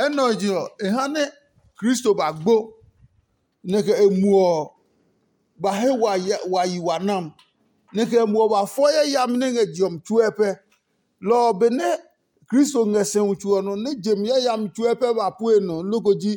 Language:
Adangme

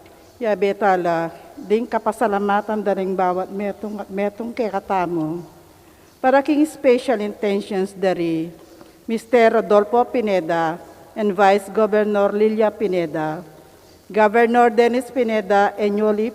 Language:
Pampanga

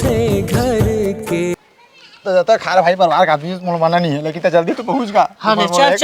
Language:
Chhattisgarhi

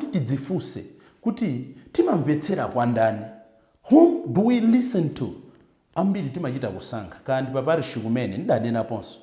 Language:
Nyanja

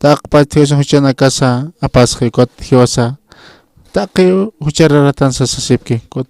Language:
Aymara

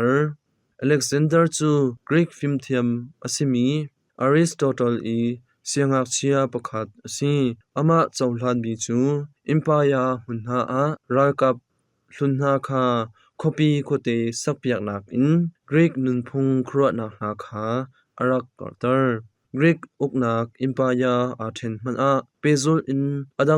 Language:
Hakha Chin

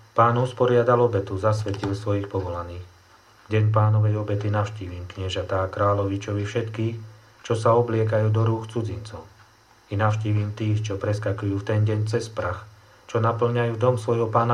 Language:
Slovak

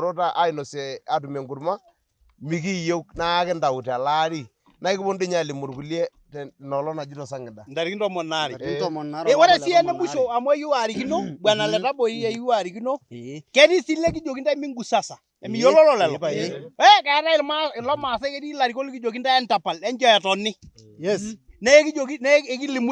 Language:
Masai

